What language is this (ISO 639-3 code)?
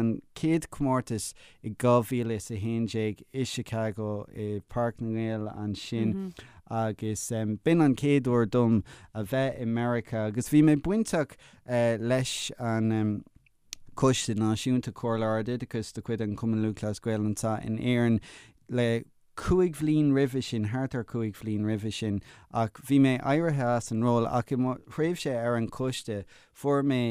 gle